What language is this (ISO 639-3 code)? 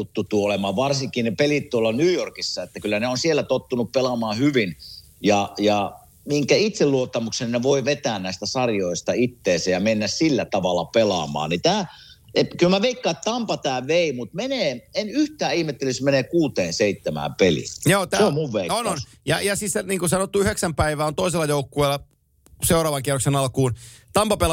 fin